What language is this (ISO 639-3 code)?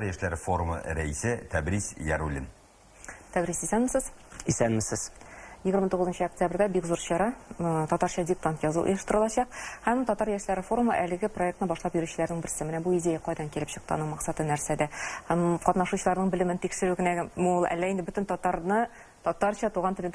tat